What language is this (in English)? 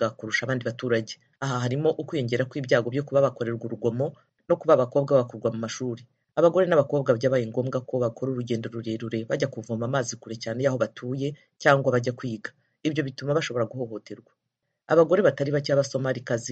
Kinyarwanda